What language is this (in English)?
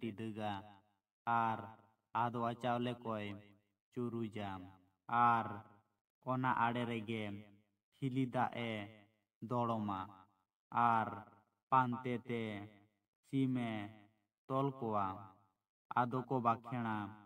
Santali